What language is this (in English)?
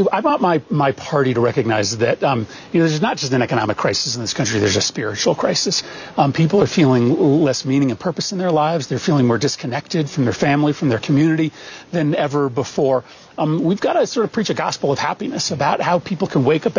English